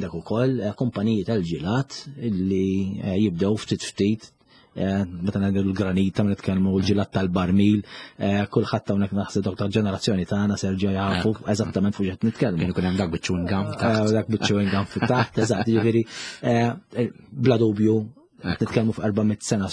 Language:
Maltese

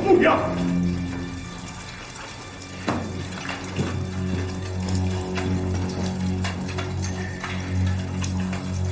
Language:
Chinese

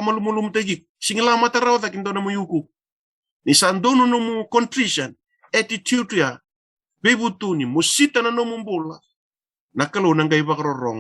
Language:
Fijian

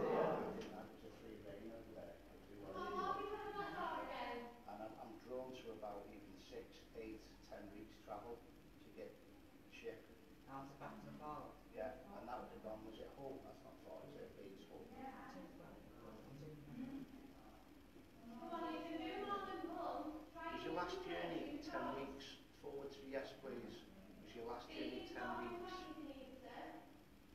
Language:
English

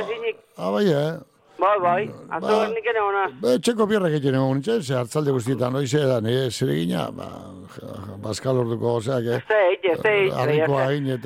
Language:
Basque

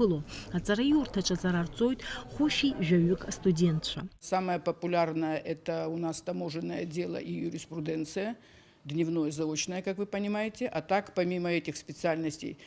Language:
Abkhazian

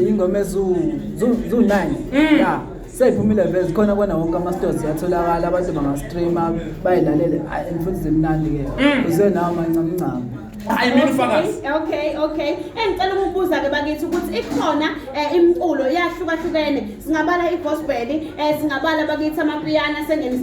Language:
Zulu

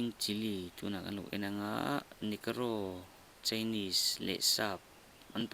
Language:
Mizo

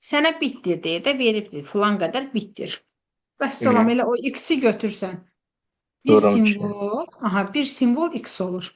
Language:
Azerbaijani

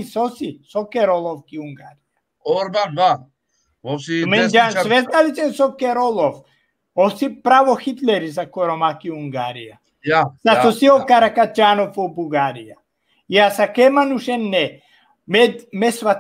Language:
Balkan Romani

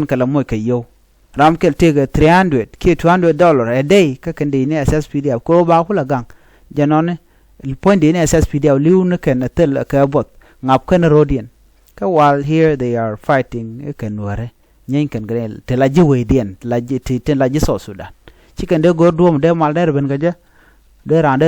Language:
Nuer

